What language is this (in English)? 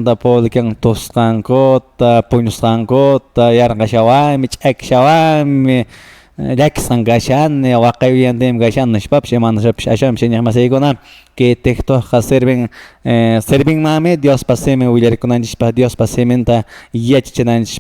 Quechua